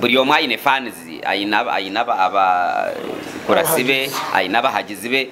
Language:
Nyankole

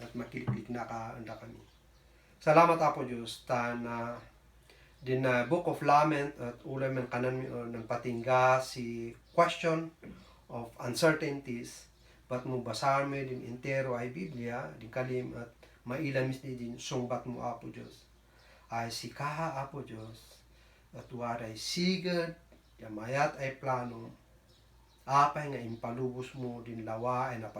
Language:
Kankanaey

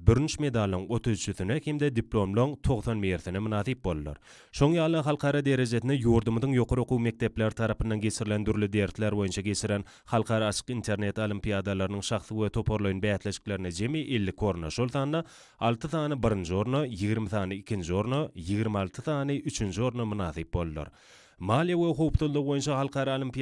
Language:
Turkmen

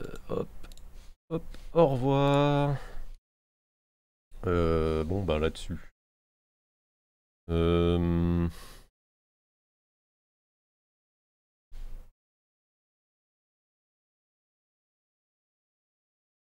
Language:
French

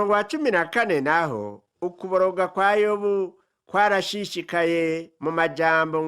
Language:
Rundi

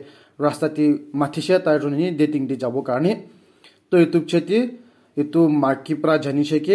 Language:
Naga Pidgin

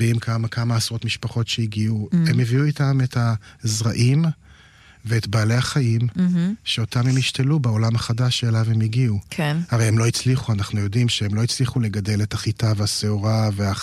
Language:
Hebrew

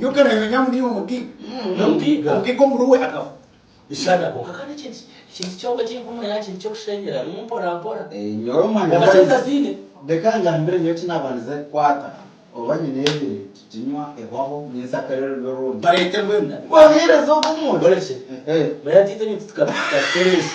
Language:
Nyankole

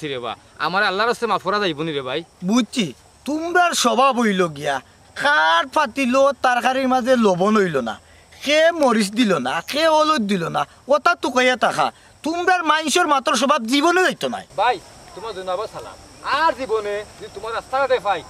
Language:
Sylheti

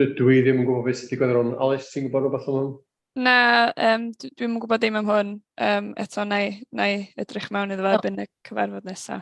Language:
Welsh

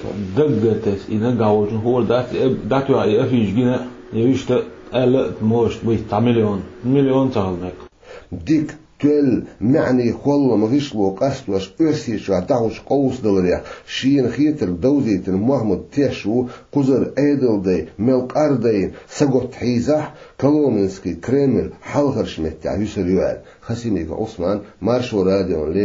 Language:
Chechen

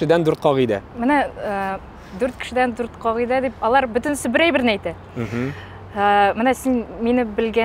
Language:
Tatar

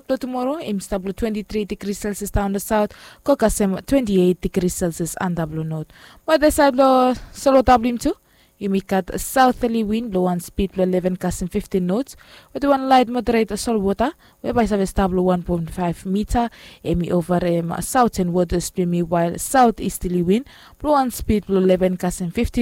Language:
Bislama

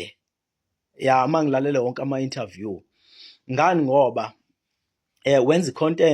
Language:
Zulu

